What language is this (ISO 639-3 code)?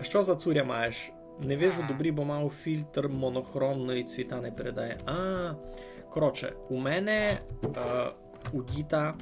rue